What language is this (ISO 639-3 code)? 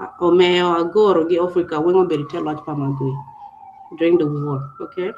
ach